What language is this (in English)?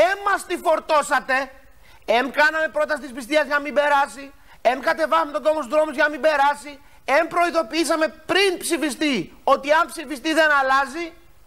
Greek